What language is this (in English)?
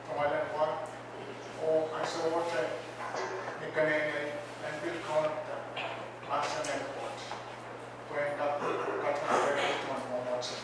Pohnpeian